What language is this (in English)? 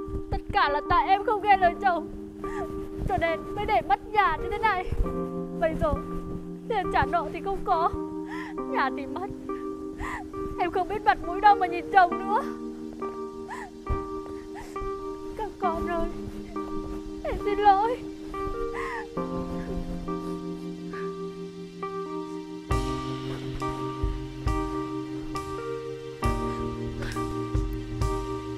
Vietnamese